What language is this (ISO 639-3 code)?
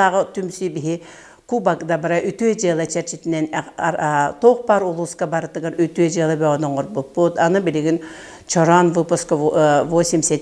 sah